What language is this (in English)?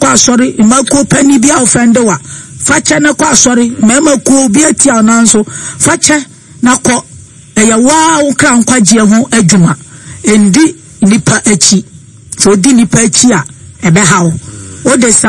Akan